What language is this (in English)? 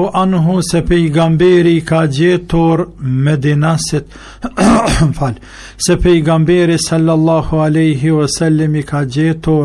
Albanian